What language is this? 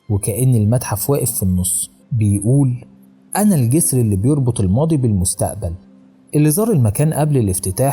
Egyptian Arabic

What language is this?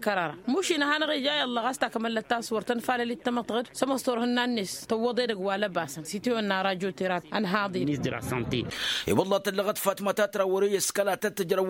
Tamasheq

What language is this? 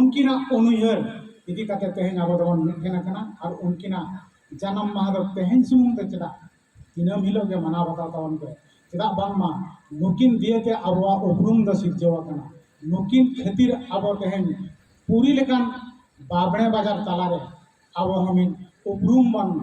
Santali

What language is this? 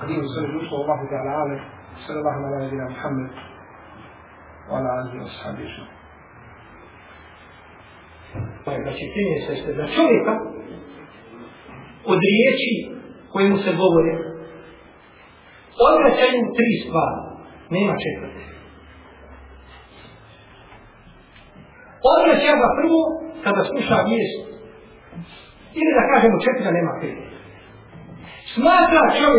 Bosnian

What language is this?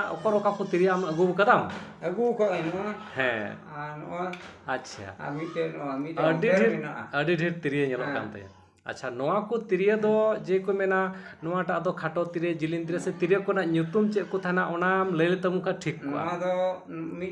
Santali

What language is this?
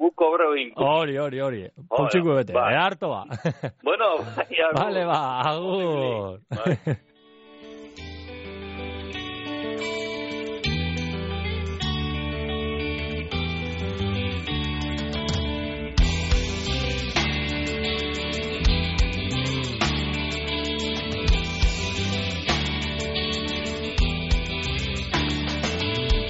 Basque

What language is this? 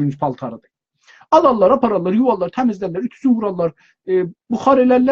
South Azerbaijani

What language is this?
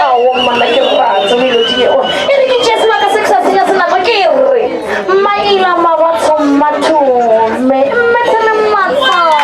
Northern Sotho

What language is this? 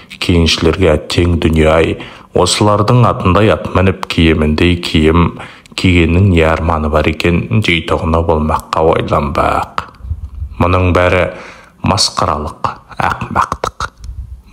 Kazakh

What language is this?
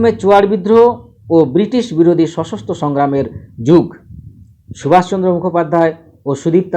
Santali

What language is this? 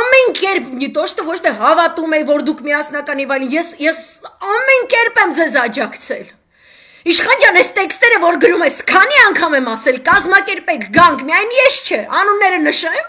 Armenian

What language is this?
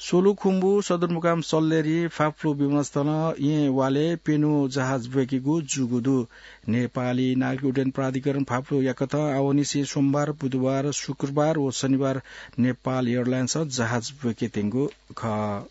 Newari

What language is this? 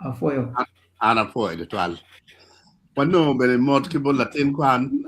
Acoli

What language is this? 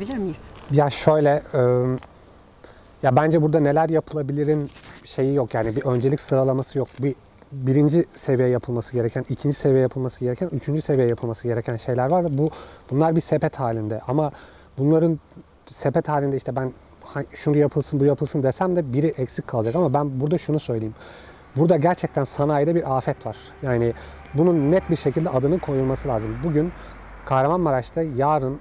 Turkish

